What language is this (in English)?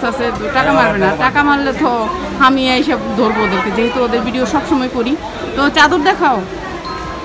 Bangla